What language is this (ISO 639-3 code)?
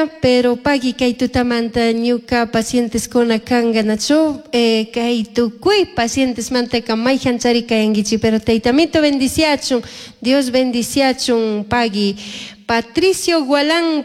qug